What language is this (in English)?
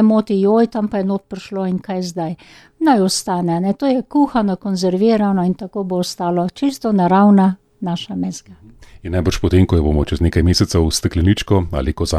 Slovenian